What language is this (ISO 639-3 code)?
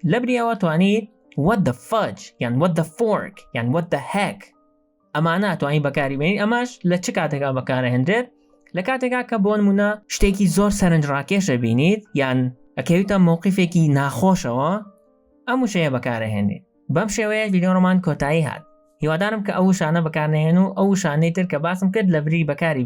ckb